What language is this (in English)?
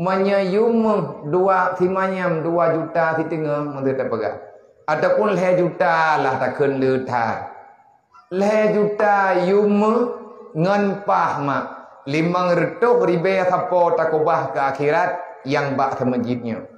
Achinese